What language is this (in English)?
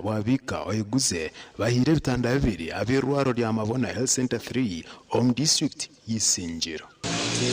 Nyankole